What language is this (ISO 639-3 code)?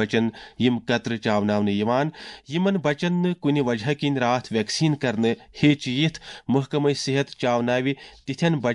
kas